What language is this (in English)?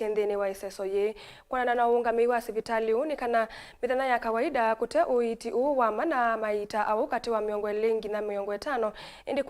Kamba